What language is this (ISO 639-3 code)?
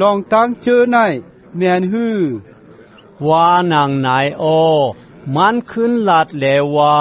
shn